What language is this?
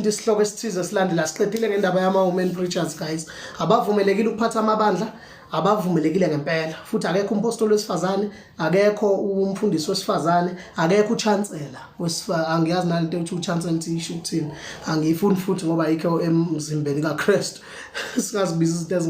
Zulu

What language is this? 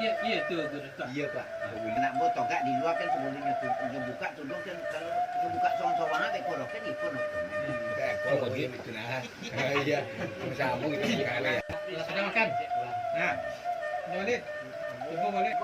Minangkabau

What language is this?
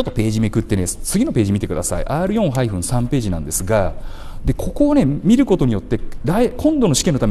Japanese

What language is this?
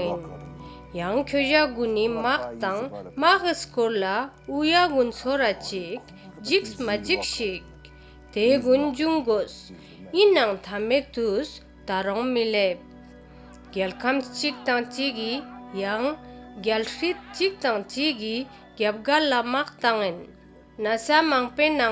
Ladakhi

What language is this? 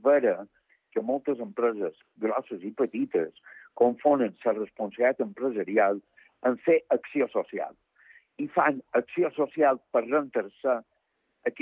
Catalan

